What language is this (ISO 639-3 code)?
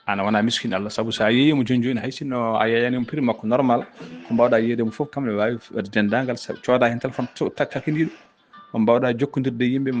ful